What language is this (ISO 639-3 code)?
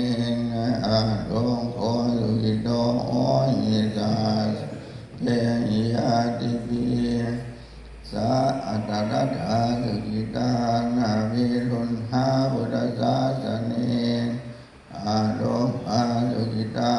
pli